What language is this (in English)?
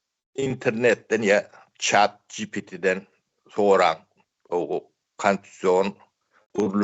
Turkmen